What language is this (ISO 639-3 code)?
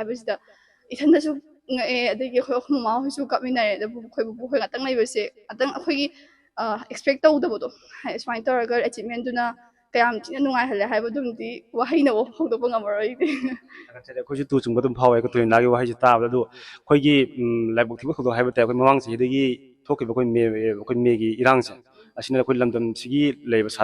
mni